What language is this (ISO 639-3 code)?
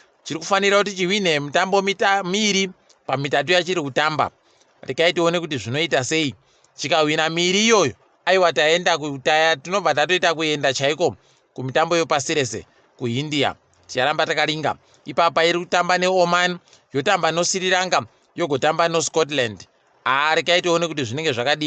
ndc